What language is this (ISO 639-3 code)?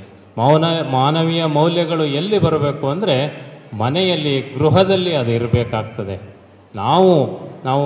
kan